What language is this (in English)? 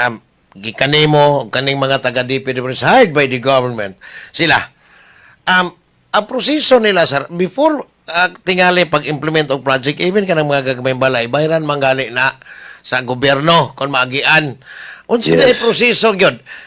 Cebuano